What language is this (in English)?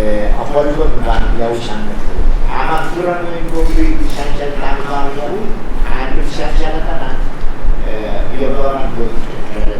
Pohnpeian